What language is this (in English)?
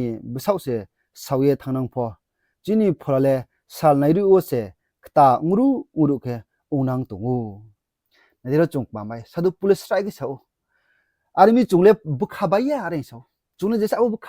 Riang (India)